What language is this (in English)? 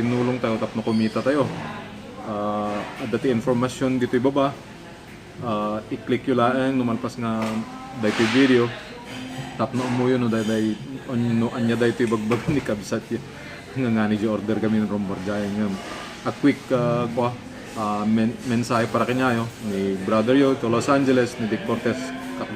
Iloko